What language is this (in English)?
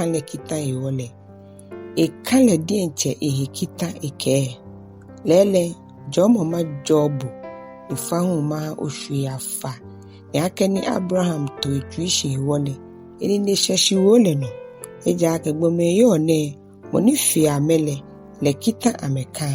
Ga